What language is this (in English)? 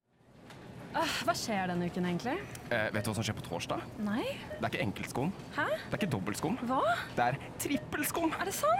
Norwegian